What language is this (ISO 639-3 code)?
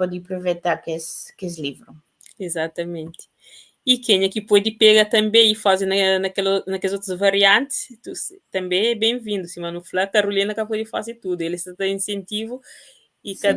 kea